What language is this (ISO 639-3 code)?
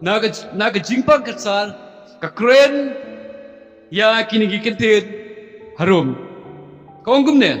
kha